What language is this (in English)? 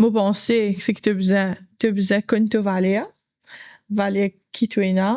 Morisyen